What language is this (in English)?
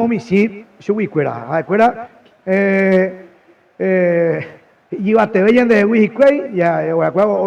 Guarani